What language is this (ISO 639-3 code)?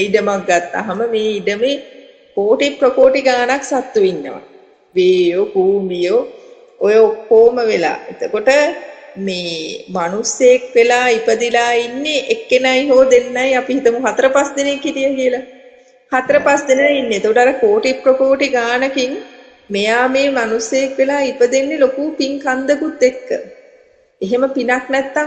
sin